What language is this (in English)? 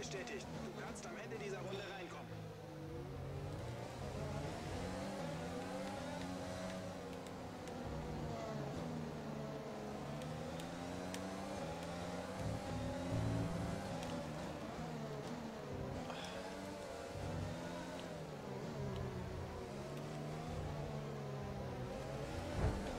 German